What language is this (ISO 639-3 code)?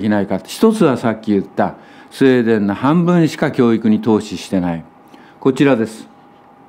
jpn